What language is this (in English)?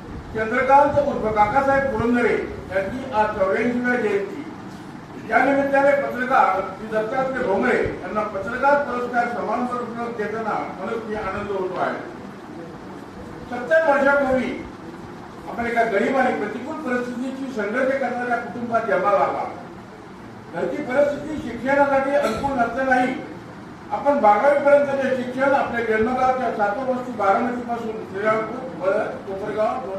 Marathi